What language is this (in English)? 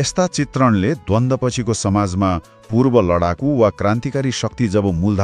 Nepali